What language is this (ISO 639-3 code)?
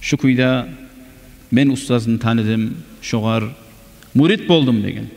kum